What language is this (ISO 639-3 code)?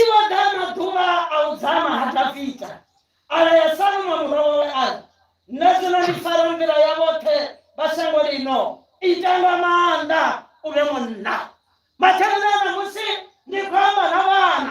ven